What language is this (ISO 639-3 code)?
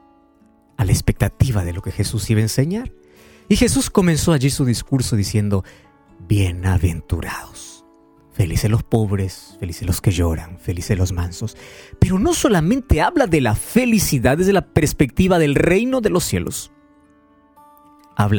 spa